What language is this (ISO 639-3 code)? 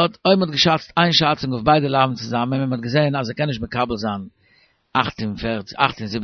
yid